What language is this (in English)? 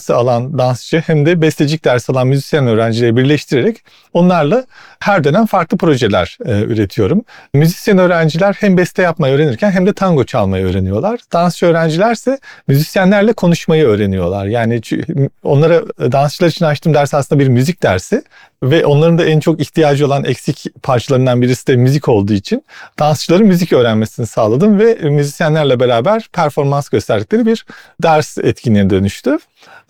Turkish